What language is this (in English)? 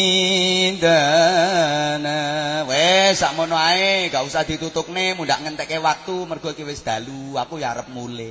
Javanese